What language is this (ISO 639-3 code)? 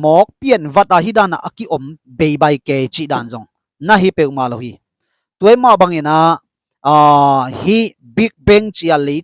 ctd